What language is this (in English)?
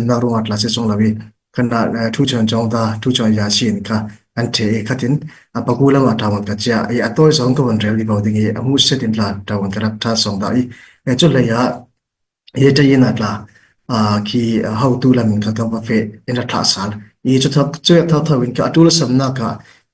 Falam Chin